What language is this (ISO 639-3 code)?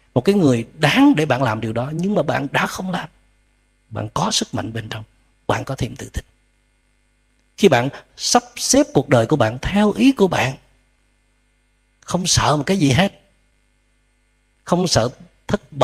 vie